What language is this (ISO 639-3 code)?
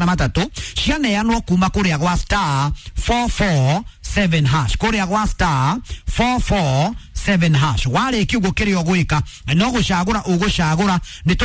kik